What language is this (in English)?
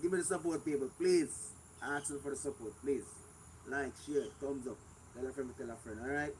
Jamaican Creole English